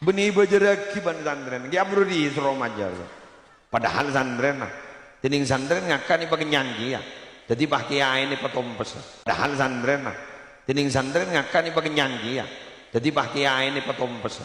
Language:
Madurese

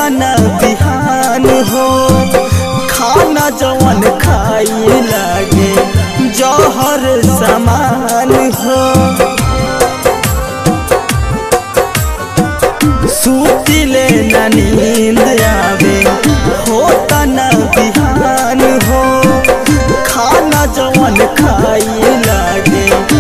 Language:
Bhojpuri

